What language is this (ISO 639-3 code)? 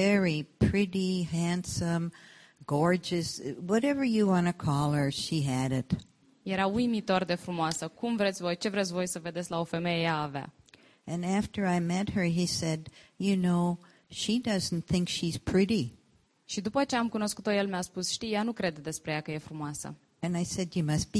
ron